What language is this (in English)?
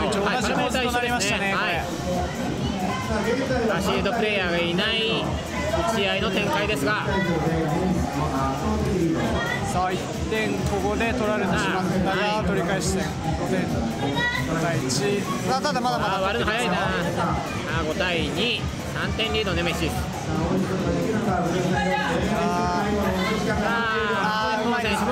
Japanese